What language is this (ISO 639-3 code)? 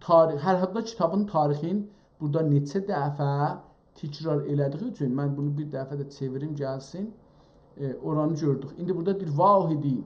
azb